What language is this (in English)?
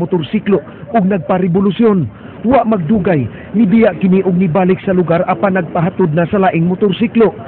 Cebuano